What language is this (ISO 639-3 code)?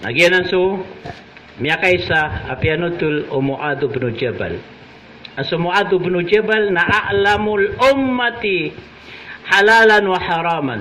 mrw